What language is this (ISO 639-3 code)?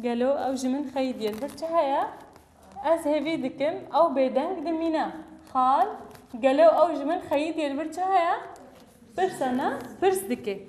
kur